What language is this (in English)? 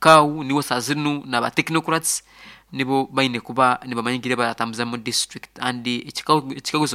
Nyankole